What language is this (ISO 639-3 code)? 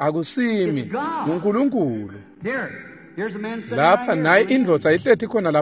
ssw